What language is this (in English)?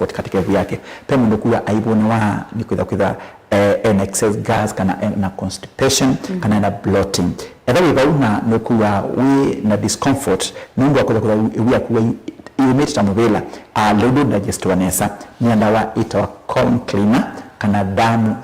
Kamba